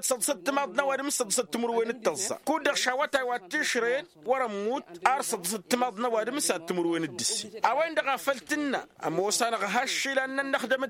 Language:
Tamasheq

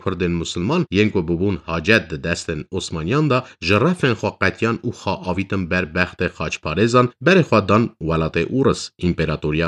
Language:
Kurdish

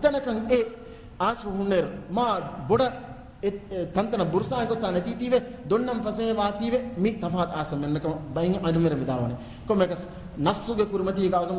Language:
Divehi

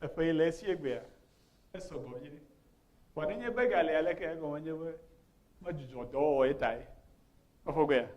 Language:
Ewe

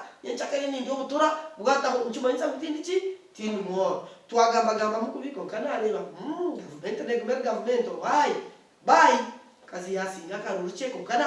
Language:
Nyankole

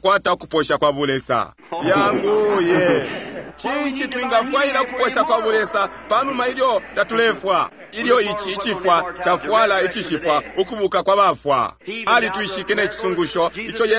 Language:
Bemba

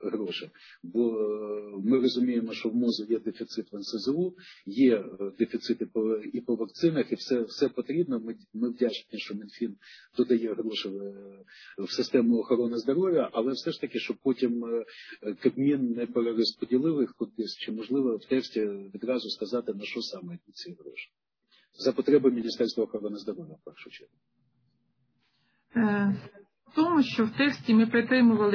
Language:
Ukrainian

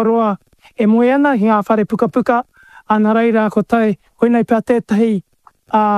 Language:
Māori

